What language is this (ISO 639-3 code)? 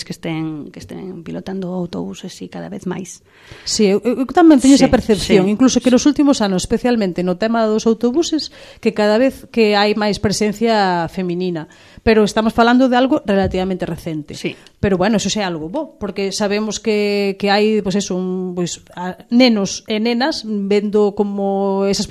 glg